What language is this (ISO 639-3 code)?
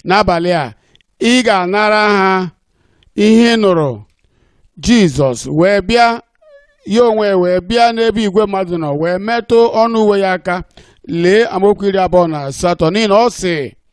ibo